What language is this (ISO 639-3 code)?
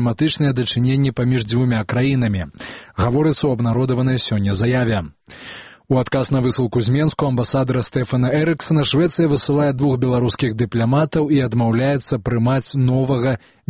bel